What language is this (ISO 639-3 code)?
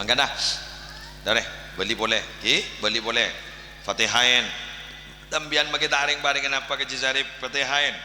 mad